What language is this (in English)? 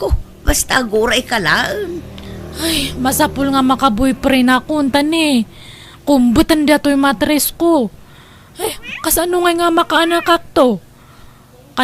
Iloko